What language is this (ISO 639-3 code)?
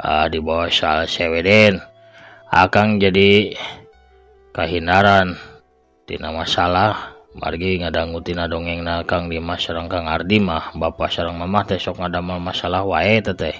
sun